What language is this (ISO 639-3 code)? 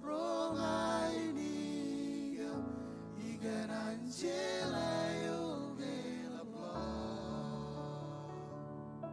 mah